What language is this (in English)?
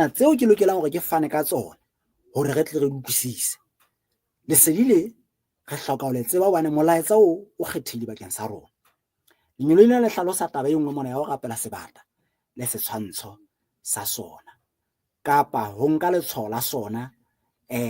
Southern Sotho